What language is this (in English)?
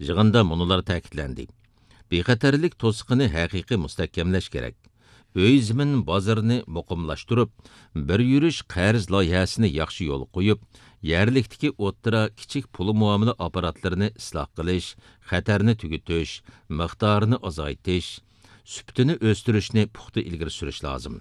Uyghur